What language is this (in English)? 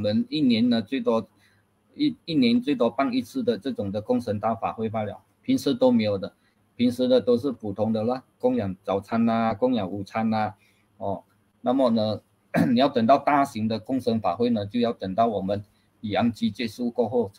Chinese